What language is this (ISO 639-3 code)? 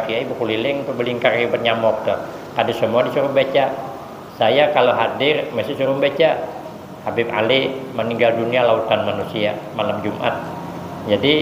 bjn